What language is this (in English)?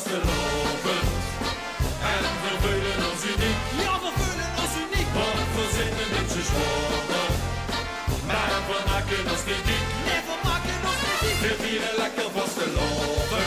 Limburgish